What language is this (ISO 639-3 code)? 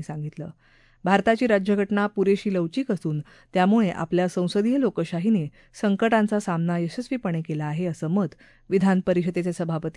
mar